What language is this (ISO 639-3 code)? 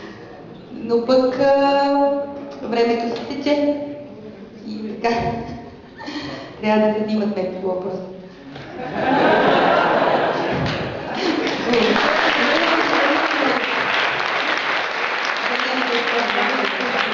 bul